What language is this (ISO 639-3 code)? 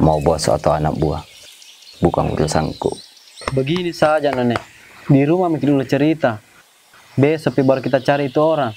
mfp